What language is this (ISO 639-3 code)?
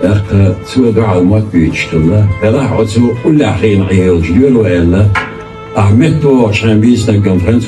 che